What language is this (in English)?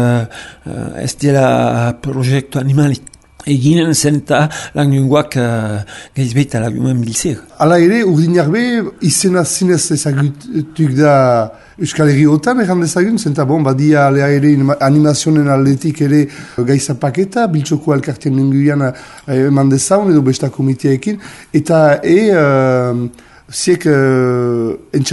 Basque